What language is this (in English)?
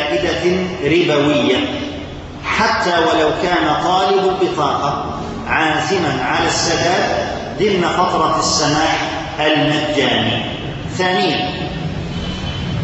Arabic